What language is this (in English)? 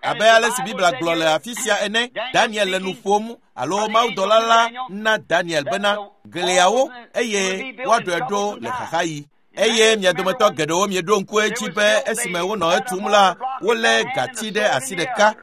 Ewe